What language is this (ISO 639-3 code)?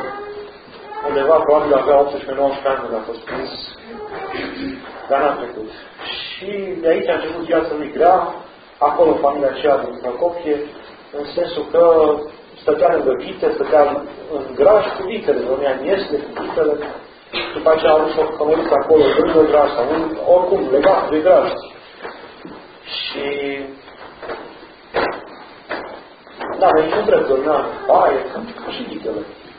ron